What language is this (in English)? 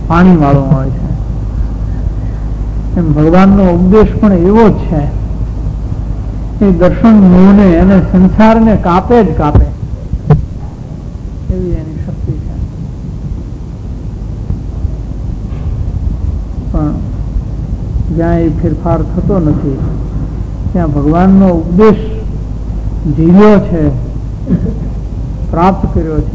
Gujarati